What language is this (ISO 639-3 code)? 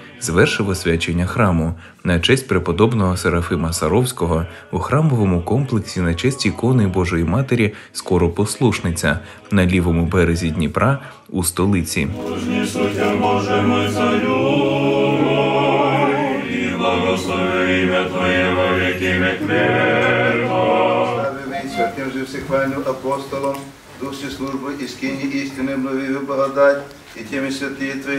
ukr